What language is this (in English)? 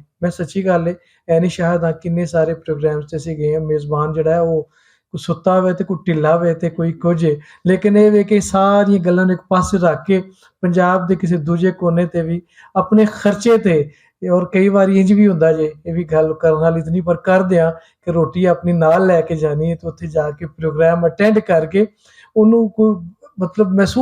Western Panjabi